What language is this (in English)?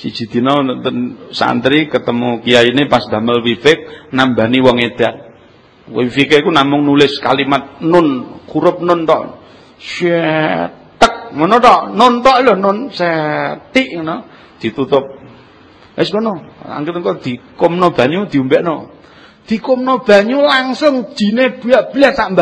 Javanese